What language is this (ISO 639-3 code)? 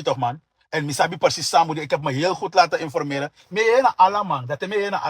srn